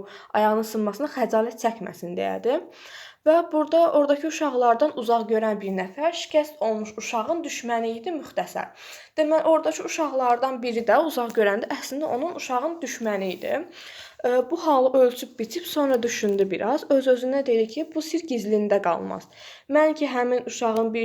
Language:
Azerbaijani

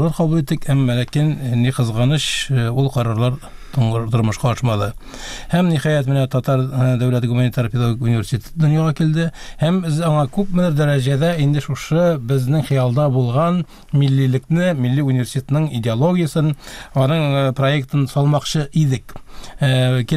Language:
Tatar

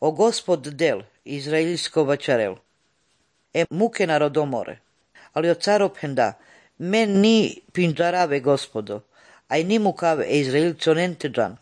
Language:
Slovenian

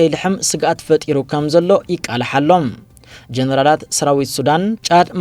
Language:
Tigrinya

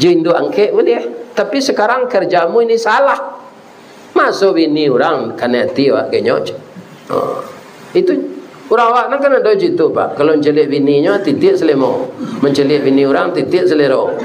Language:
Minangkabau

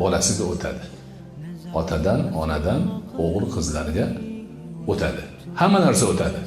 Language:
Uzbek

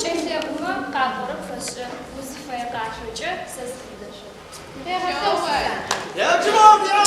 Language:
Adyghe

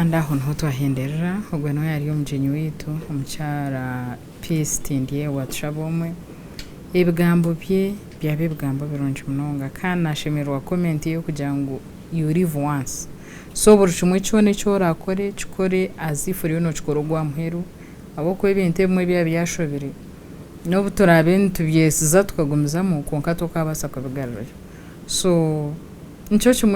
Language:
Nyankole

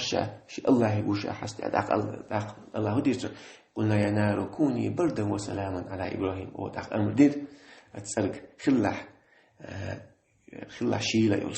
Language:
Chechen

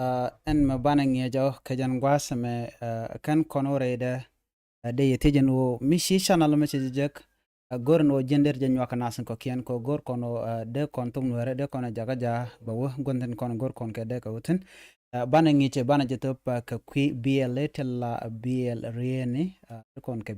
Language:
Nuer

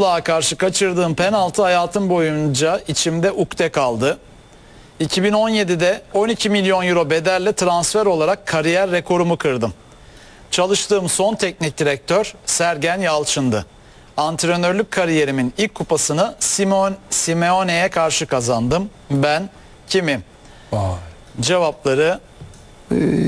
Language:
Turkish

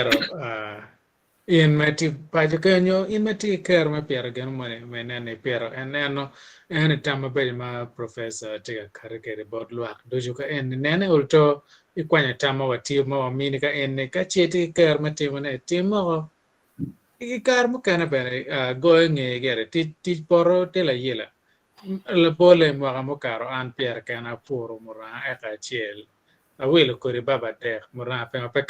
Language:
Acoli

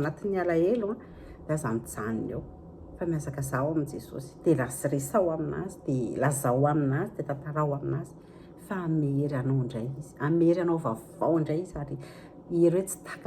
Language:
Malagasy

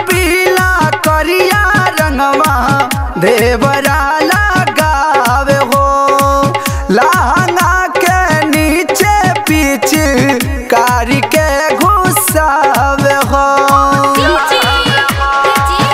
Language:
Bhojpuri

